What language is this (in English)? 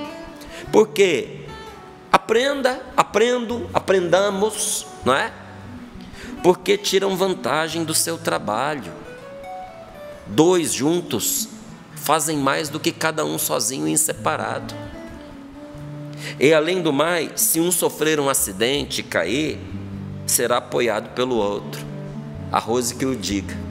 Portuguese